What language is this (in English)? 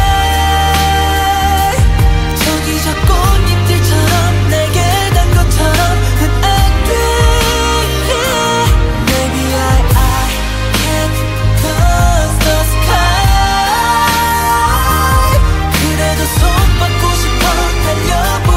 Korean